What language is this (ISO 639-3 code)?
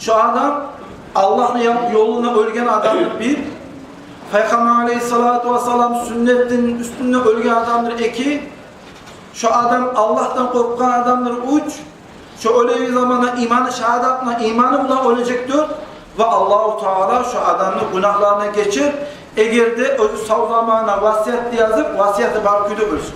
kum